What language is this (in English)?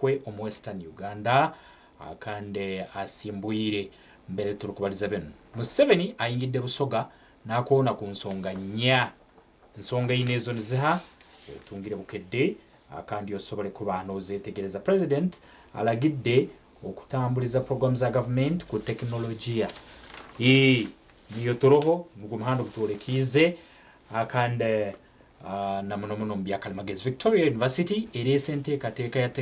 Nyankole